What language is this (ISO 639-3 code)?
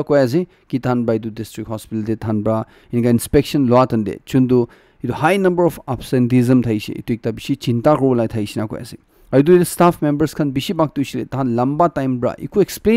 nag